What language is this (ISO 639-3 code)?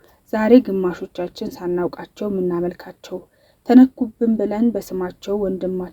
amh